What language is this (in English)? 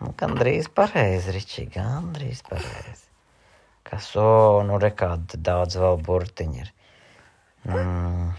Latvian